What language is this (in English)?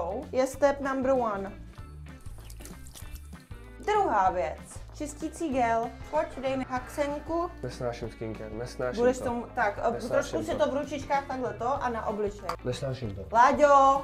Czech